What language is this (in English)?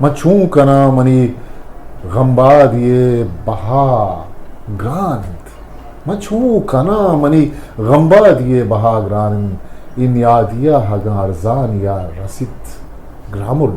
Eastern Balochi